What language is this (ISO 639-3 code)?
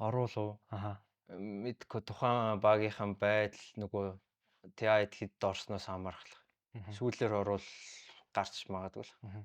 mon